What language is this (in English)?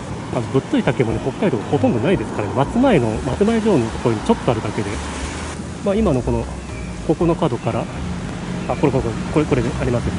Japanese